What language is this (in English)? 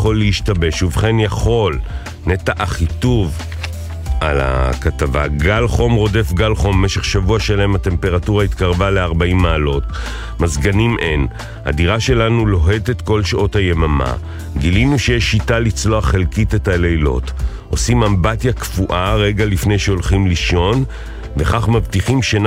Hebrew